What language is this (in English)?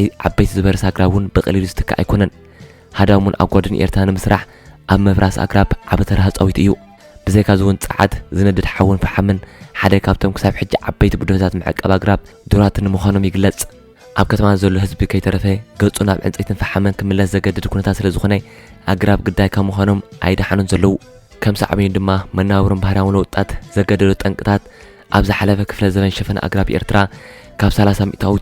Tigrinya